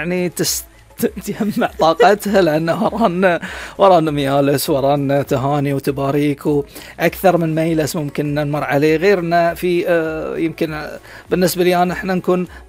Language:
Gulf Arabic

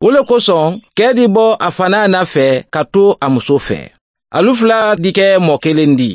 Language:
Mandingo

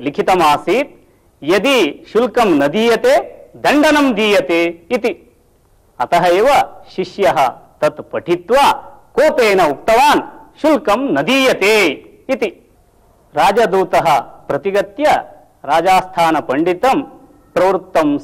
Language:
Sanskrit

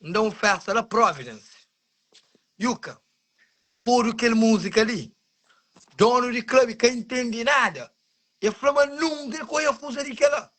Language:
Kabuverdianu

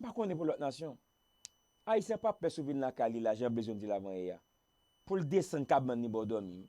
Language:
Haitian Creole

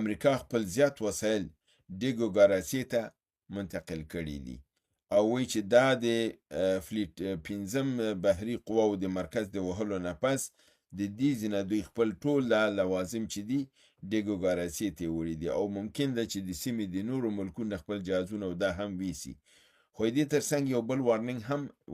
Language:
Pashto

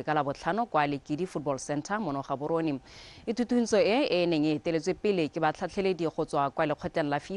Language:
Tswana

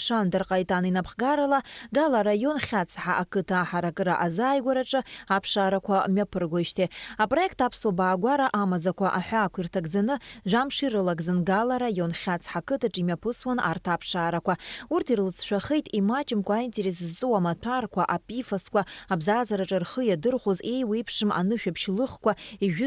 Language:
Abkhazian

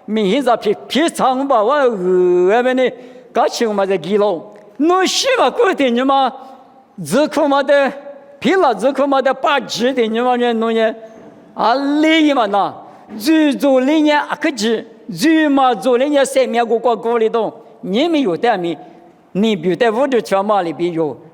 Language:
Lisu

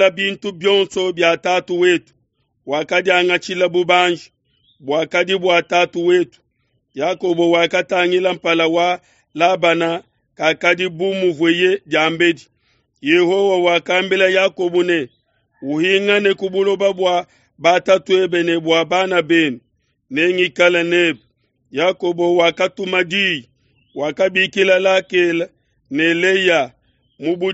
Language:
Luba-Lulua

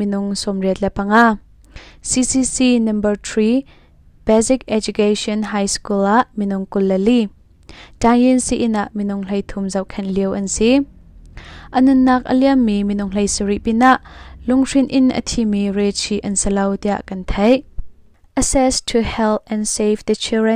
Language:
Hakha Chin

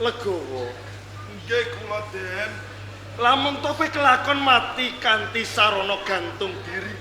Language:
Javanese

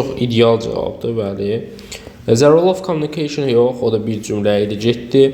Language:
Azerbaijani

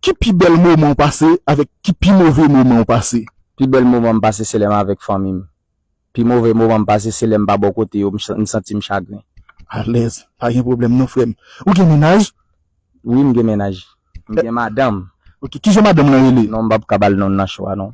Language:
Haitian Creole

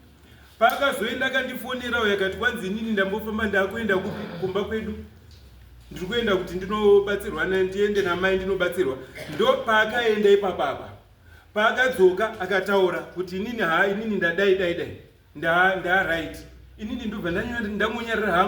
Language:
Shona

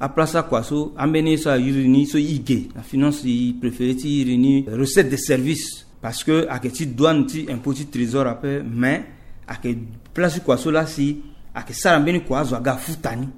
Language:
Sango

